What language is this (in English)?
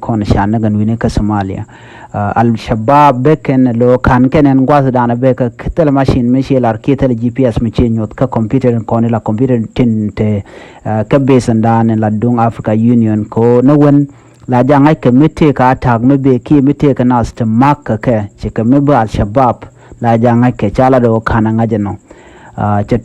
Nuer